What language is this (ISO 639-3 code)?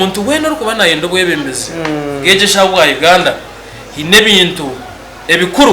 nyn